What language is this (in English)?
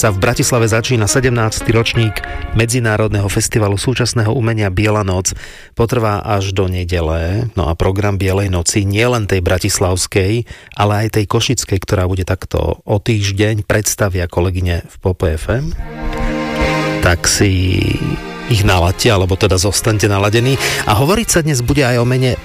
Slovak